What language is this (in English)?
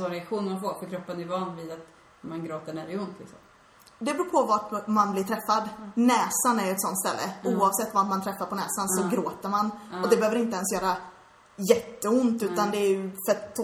Swedish